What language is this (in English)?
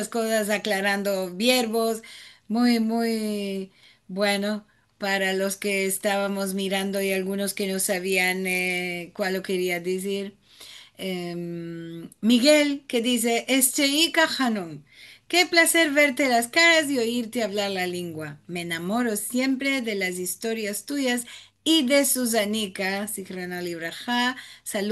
Ladino